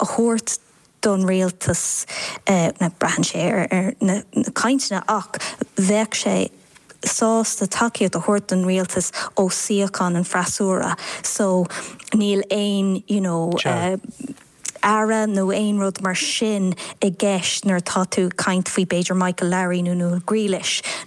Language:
Irish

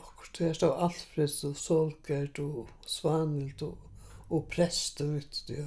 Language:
Faroese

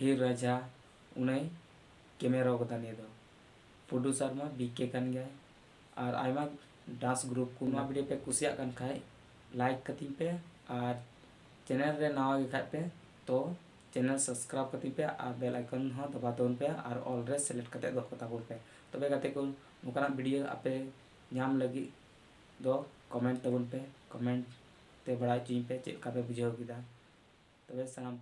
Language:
Santali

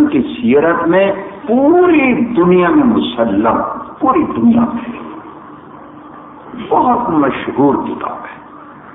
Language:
Urdu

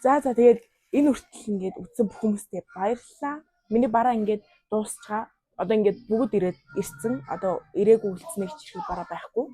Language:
Mongolian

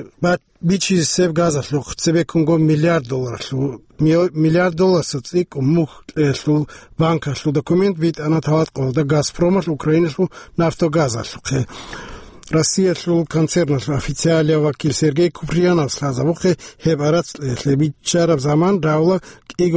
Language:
Avaric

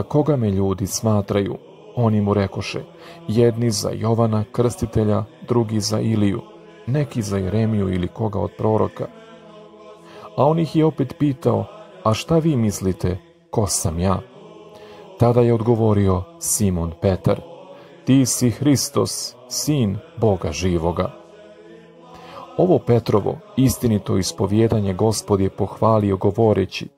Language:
Serbian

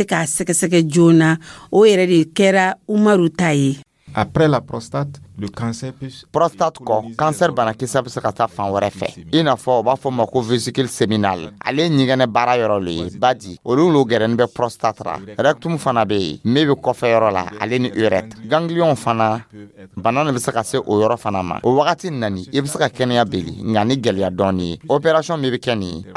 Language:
Dyula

